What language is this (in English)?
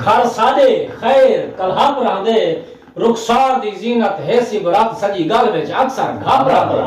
Saraiki